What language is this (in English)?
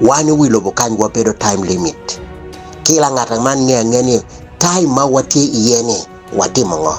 Acoli